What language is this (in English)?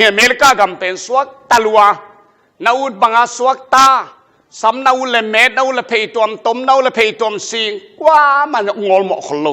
Tedim Chin